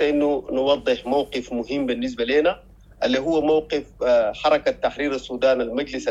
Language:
Sudanese Arabic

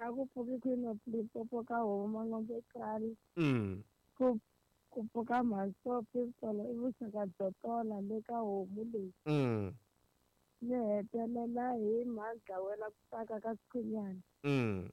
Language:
Tsonga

